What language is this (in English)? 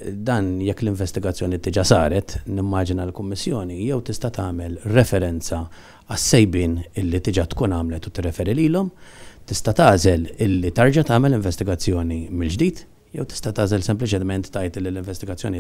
Maltese